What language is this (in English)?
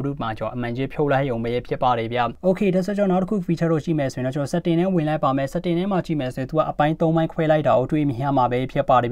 Burmese